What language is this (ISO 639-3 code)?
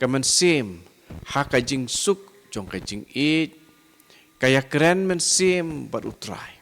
kha